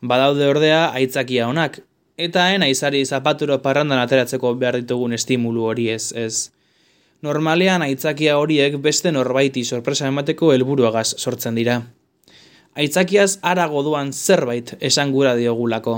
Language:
Basque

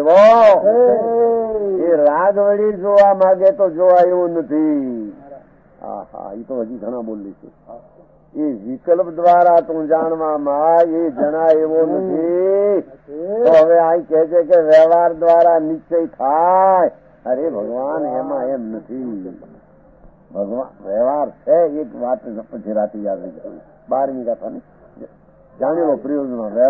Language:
Gujarati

